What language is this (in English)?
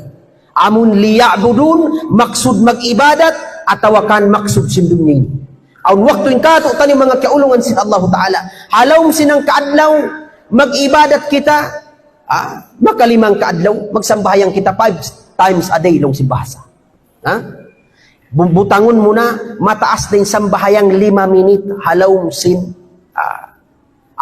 Tausug